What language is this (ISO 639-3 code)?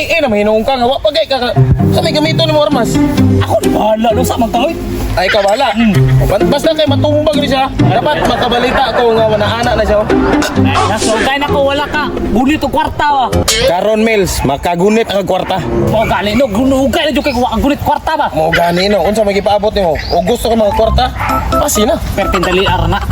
ceb